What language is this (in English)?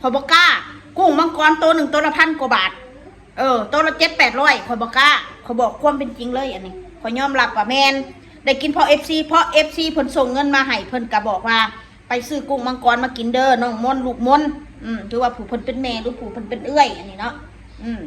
Northeastern Thai